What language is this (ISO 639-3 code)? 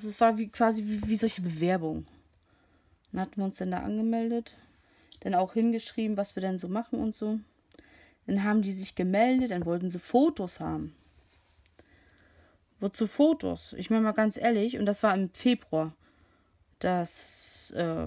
deu